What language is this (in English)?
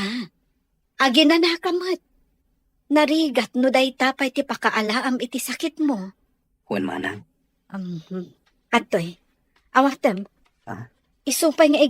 Iloko